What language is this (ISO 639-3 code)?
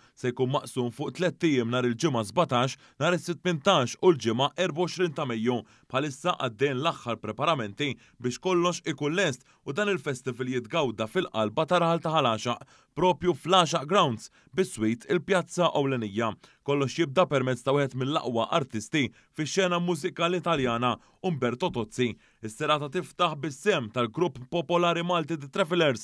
mlt